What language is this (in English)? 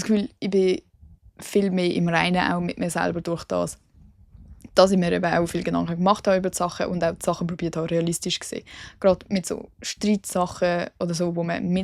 Swiss German